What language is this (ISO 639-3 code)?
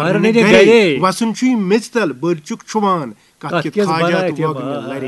kas